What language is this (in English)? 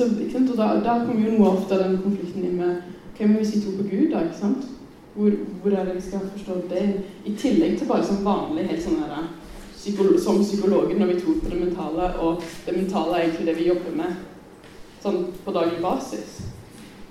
Norwegian